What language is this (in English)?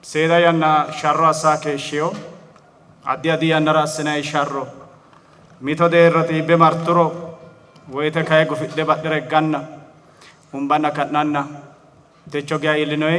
Sidamo